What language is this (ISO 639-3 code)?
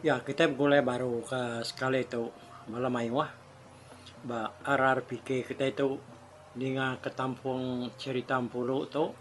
iba